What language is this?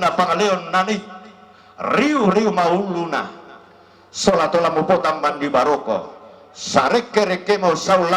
Toraja-Sa'dan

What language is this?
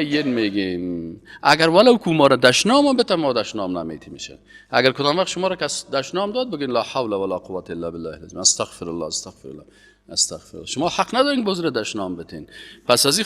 Persian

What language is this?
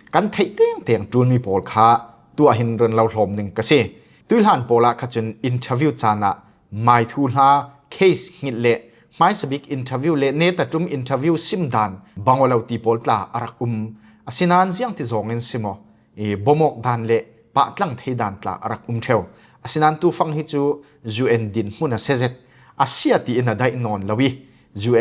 Falam Chin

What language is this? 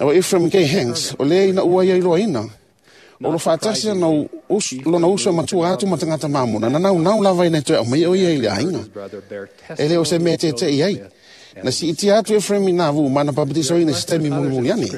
Samoan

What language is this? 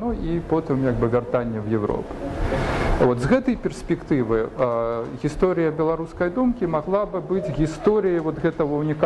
Belarusian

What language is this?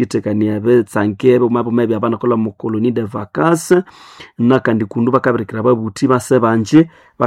Nande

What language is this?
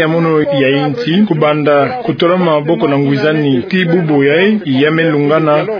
Kituba (Democratic Republic of Congo)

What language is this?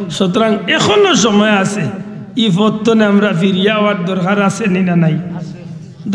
Sylheti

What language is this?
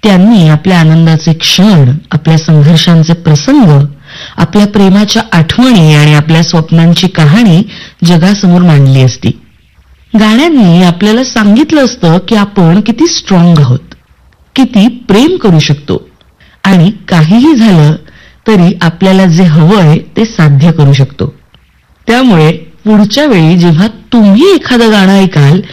Marathi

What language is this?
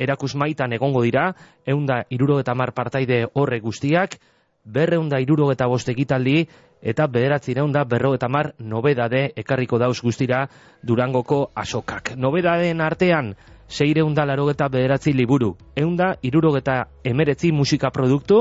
Basque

